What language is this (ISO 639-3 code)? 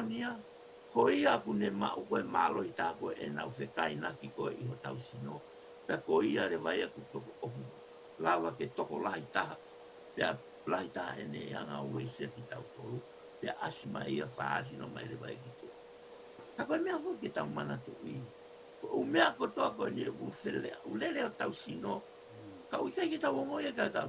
ton